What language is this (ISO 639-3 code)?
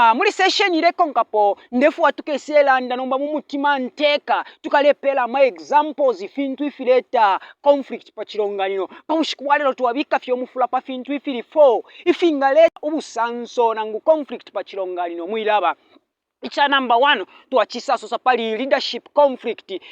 bem